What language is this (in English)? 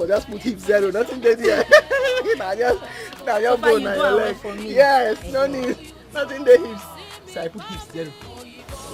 Nigerian Pidgin